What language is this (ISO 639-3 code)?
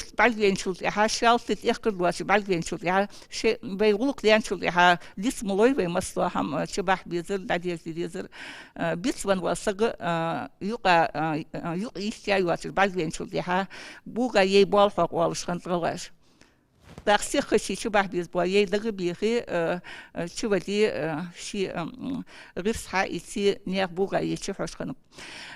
inh